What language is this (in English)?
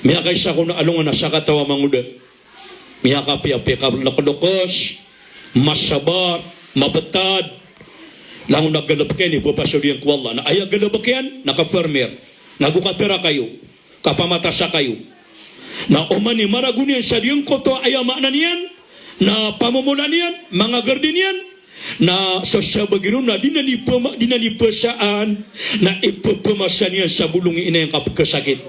Maranao